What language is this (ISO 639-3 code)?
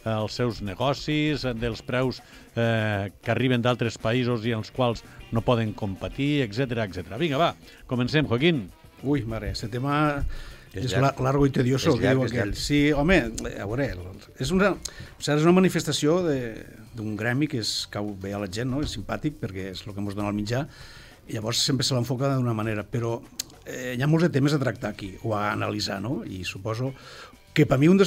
cat